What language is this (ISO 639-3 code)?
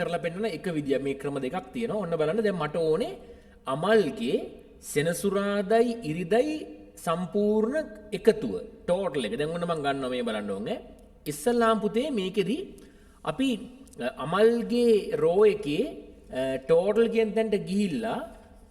sin